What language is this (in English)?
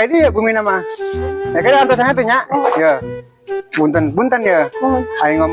Sundanese